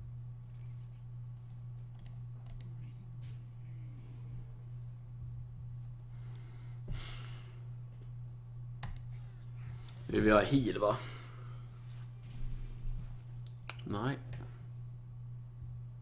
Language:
Swedish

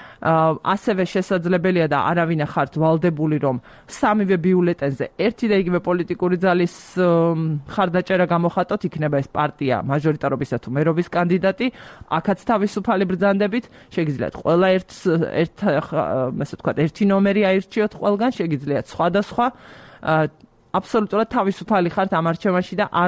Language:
Georgian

